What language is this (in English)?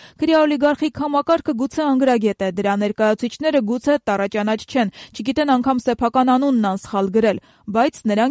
Armenian